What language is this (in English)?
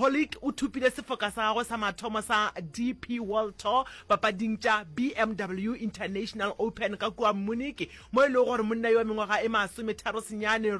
Northern Sotho